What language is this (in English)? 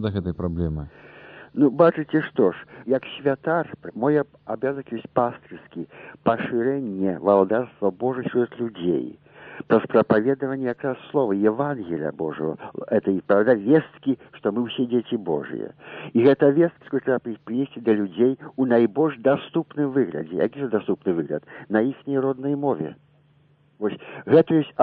Belarusian